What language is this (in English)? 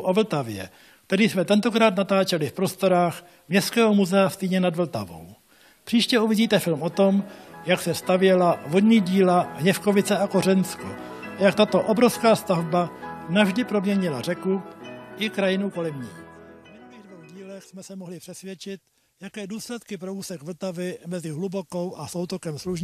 Czech